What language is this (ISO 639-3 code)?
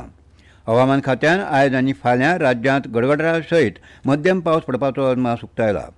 kok